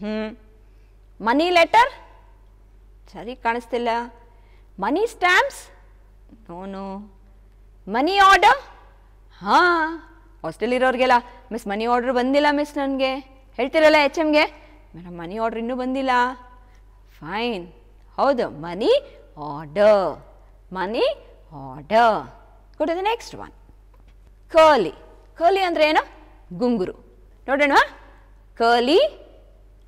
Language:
Kannada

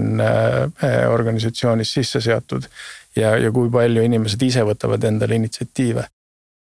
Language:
Estonian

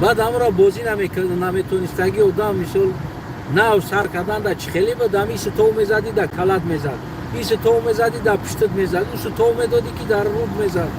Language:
Tajik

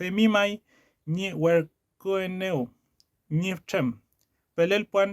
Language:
Mapuche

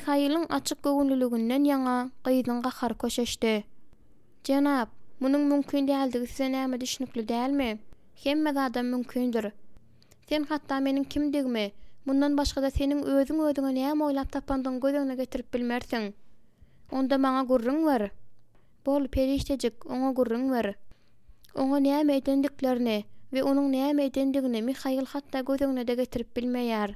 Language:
Turkmen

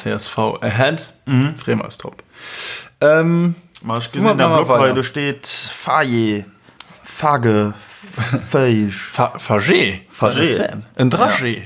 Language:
Luxembourgish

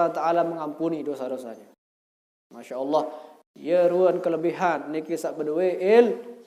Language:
Sasak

